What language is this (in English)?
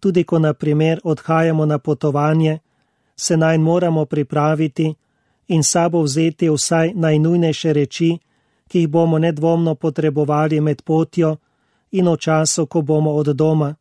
Slovenian